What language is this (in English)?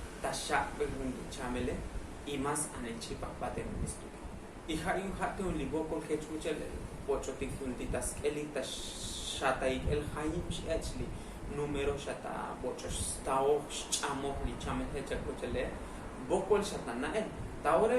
Tzotzil